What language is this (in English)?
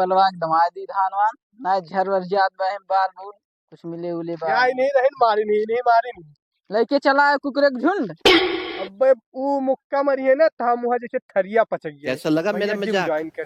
Awadhi